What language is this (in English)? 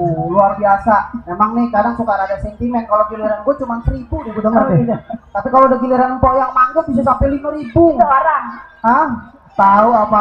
Betawi